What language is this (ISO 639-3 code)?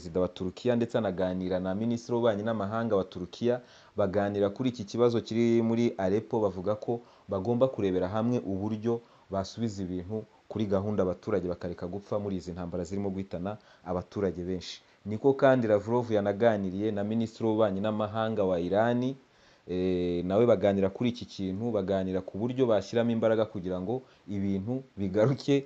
kin